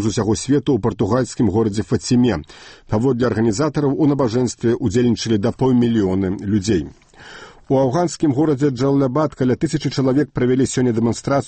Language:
Belarusian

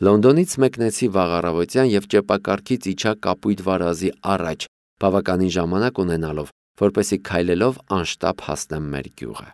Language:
Armenian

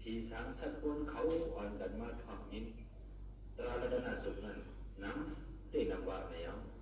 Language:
Shan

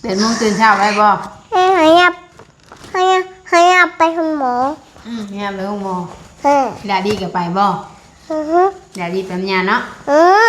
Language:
Northeastern Thai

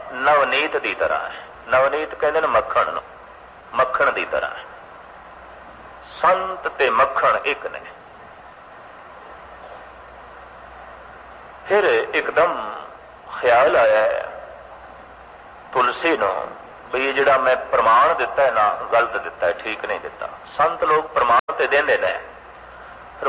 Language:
Punjabi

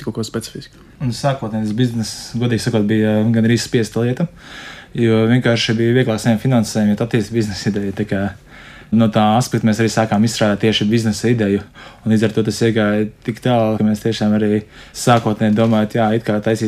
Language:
Latvian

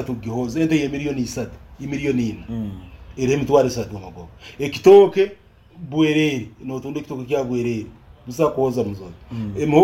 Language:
Nyoro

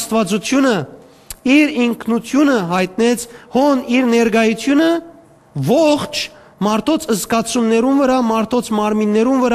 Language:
Western Armenian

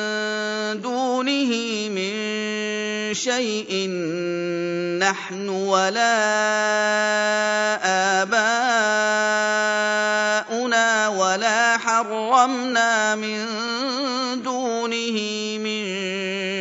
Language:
Arabic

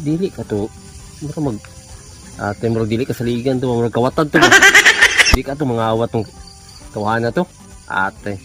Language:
Cebuano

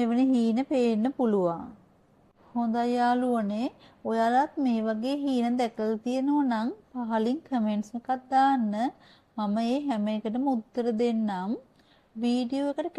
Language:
Sinhala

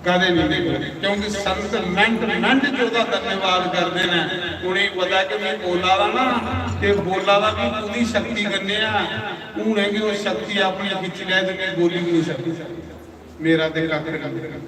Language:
Dogri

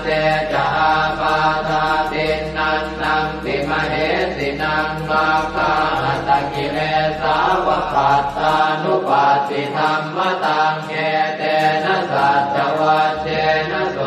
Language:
Pali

